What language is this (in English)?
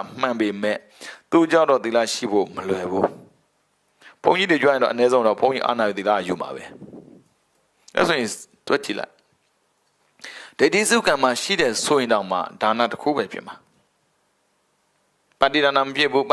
Burmese